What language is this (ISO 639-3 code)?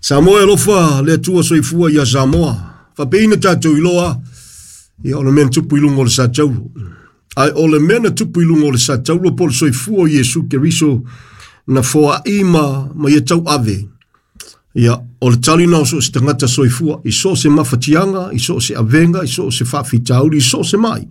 smo